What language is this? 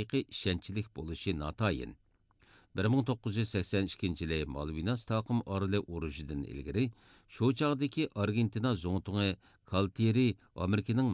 Uyghur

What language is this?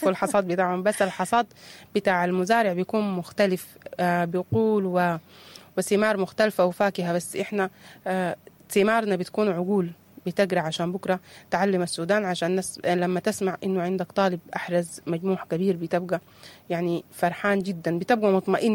Sudanese Arabic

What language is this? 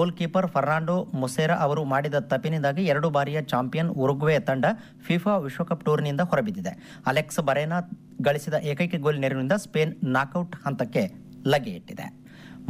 Kannada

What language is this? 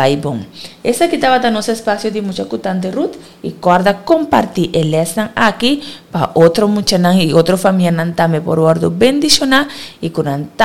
Papiamento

